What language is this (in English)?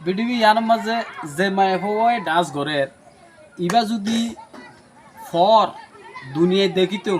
Rohingya